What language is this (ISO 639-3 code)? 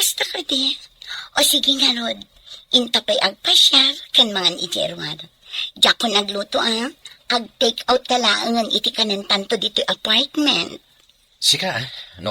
ilo